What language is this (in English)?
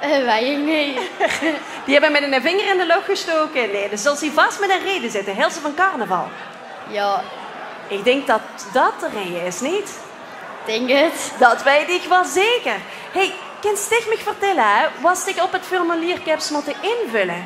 Limburgish